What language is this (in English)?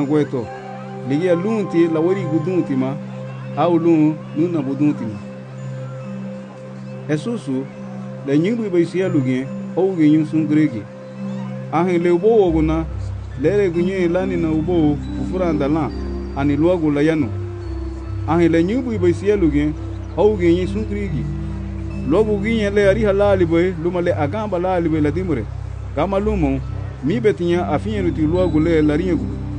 Garifuna